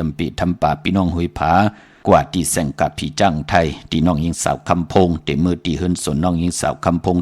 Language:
Shan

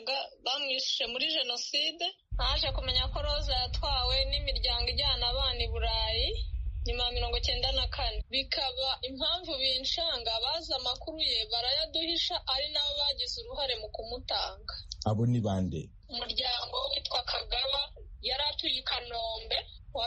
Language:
Kinyarwanda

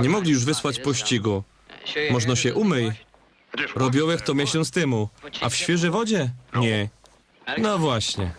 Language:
Silesian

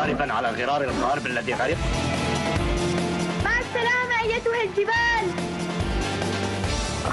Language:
Arabic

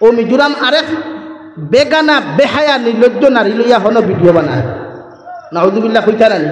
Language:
Sylheti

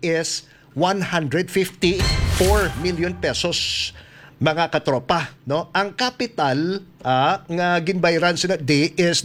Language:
Hiligaynon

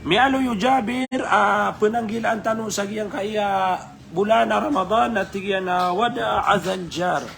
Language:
Maranao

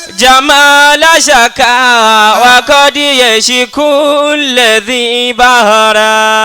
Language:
Yoruba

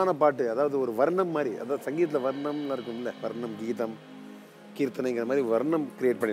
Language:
Tamil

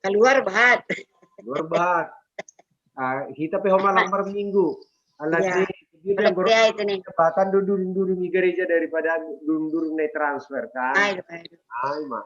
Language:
Batak Simalungun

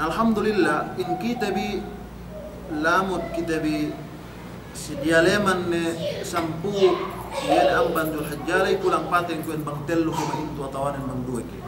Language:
Yakan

